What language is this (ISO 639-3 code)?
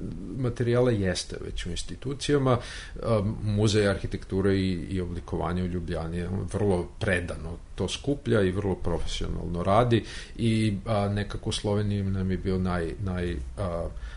srp